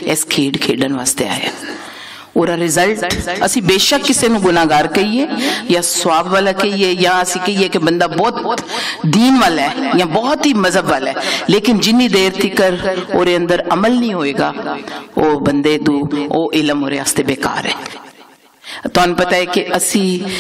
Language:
Western Panjabi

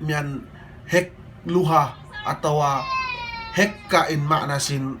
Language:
Yakan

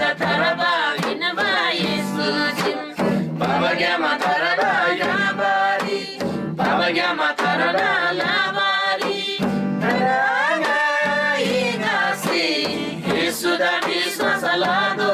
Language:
Eastern Tamang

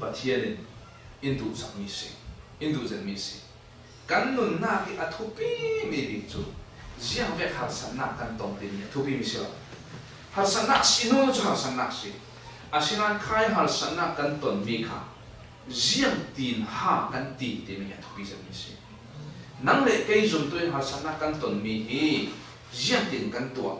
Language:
Falam Chin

